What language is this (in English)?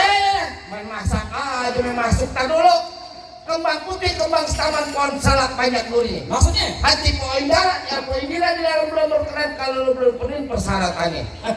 Betawi